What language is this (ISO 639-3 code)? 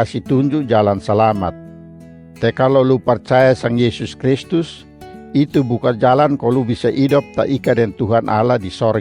mkn